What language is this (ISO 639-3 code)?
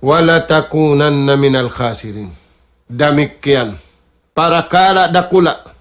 tsg